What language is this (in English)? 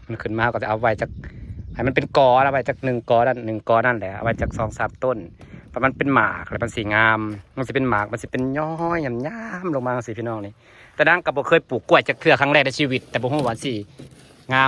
Northeastern Thai